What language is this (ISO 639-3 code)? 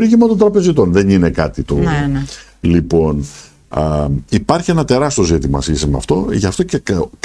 ell